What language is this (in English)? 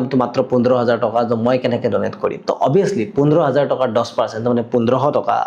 Assamese